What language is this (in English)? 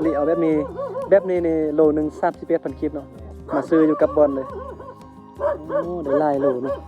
Lao